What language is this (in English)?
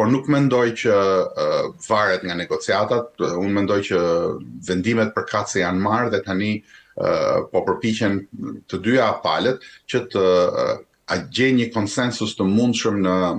Albanian